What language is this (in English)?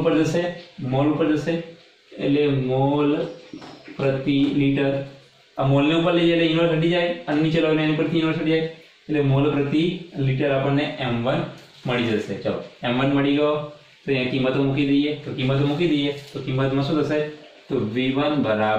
Gujarati